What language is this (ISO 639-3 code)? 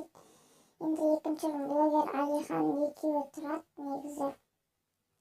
kaz